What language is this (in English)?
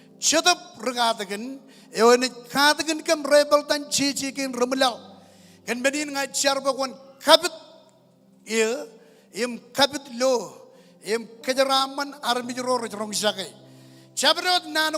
Marshallese